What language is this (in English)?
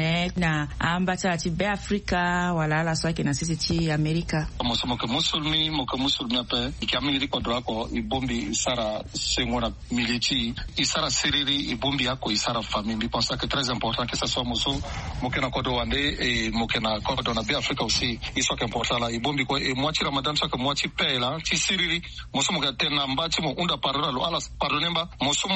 Sango